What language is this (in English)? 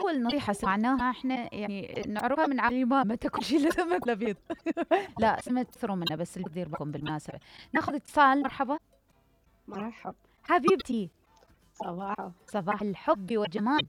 Mesopotamian Arabic